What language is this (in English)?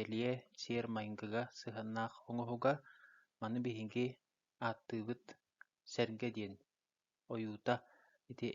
Yakut